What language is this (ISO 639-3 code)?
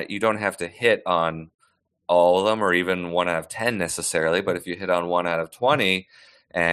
eng